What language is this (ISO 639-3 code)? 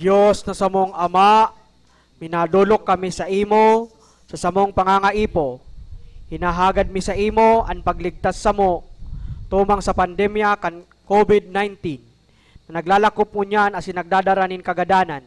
bik